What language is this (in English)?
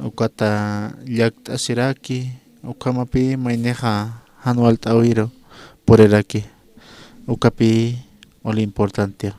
Aymara